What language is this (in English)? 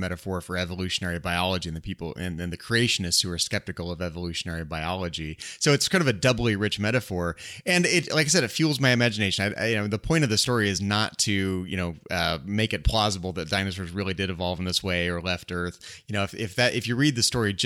English